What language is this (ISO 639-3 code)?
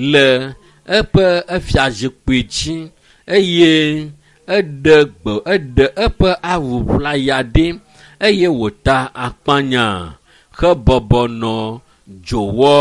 ewe